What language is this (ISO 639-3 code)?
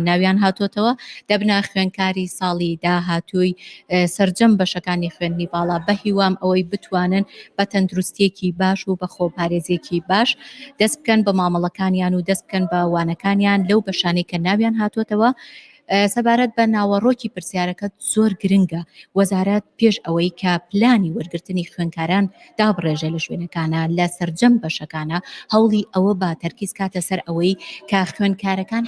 ckb